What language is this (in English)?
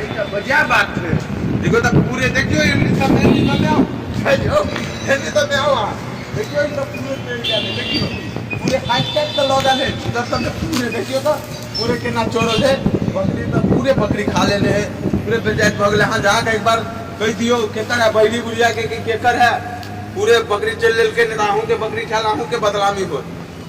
Maithili